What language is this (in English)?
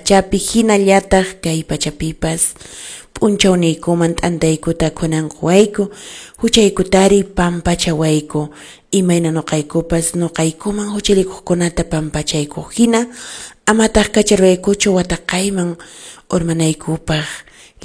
Quechua